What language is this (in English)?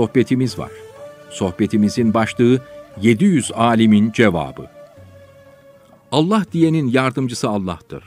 Turkish